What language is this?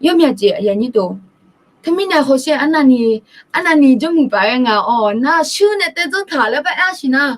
Akha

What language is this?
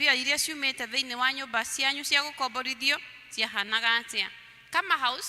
Kikuyu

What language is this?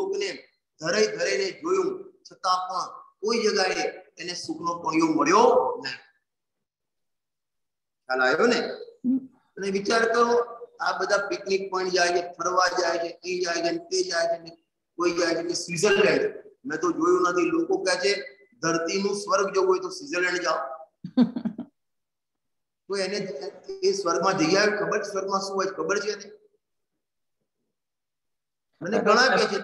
Gujarati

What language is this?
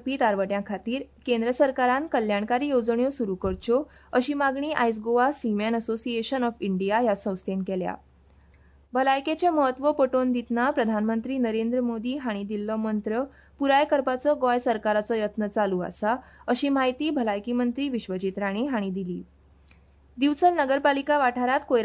Konkani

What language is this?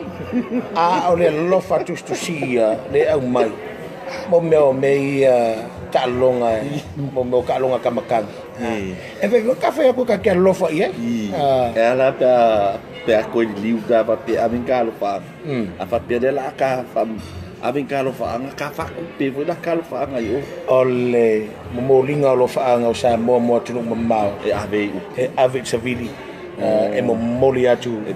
Samoan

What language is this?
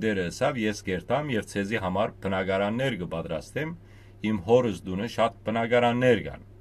Western Armenian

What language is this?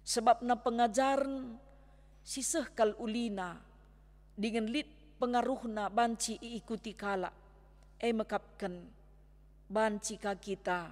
Batak Karo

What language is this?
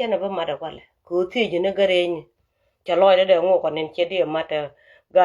Nuer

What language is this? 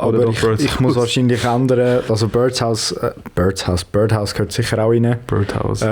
Swiss German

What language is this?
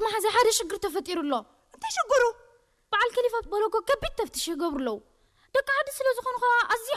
Tigrinya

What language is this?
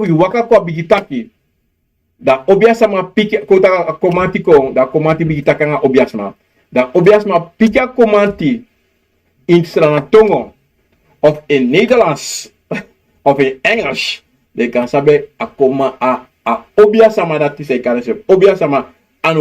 Sranan Tongo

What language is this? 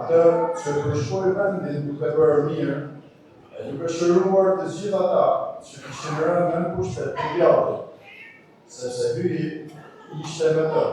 Albanian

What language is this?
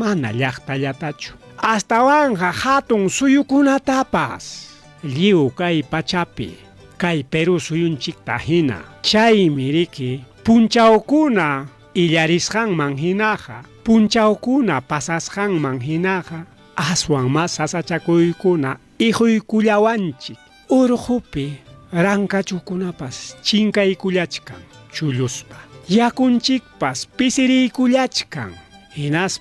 Ayacucho Quechua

